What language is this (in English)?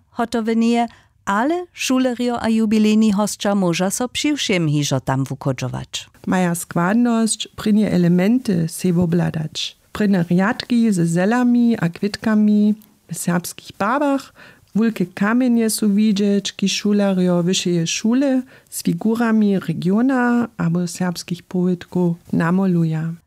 Upper Sorbian